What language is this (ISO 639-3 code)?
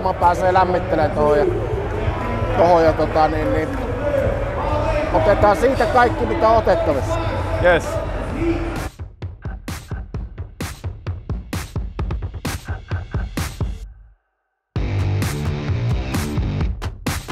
fin